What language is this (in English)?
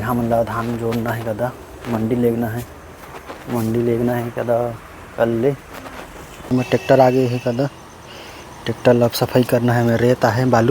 Chhattisgarhi